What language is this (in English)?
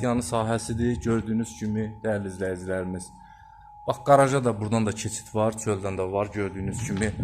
Azerbaijani